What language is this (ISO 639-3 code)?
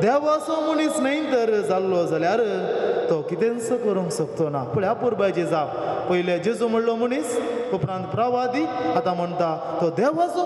kok